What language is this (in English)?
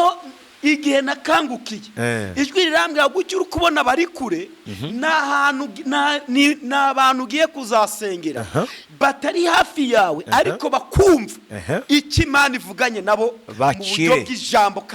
Kinyarwanda